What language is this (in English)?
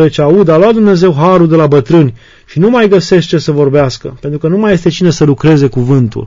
Romanian